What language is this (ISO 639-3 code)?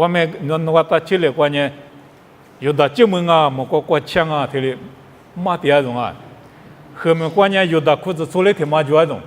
lis